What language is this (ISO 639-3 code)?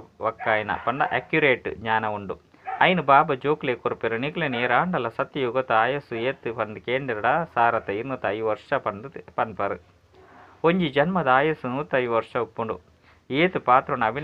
tcy